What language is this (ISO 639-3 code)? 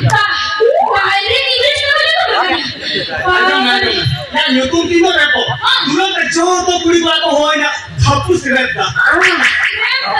sat